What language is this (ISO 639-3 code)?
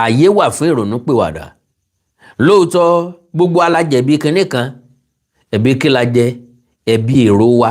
yor